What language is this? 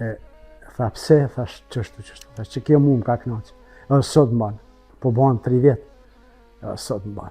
Albanian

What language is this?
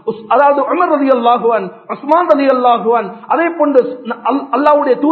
Tamil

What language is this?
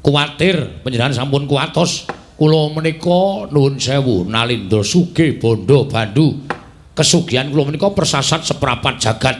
Javanese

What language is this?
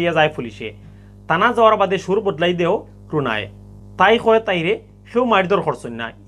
Sylheti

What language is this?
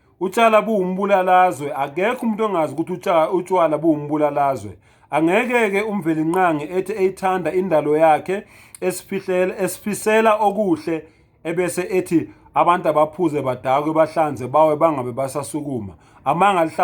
Zulu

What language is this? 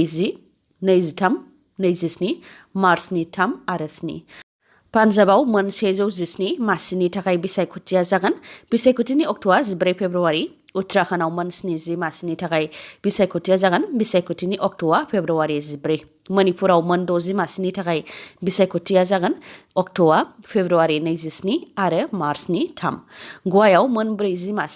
Bodo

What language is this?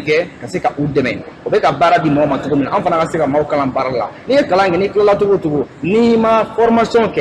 Bambara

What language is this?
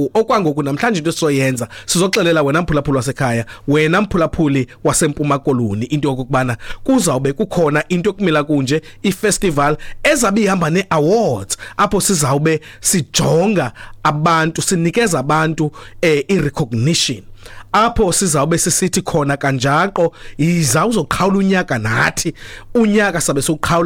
Xhosa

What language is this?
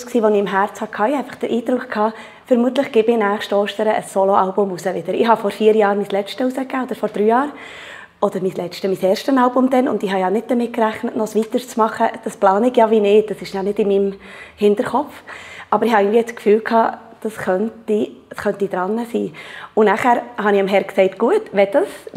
Swiss German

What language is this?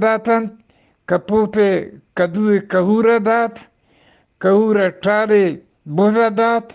Eastern Balochi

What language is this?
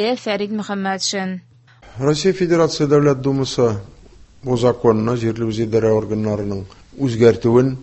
Tatar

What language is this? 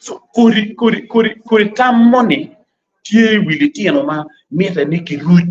Acoli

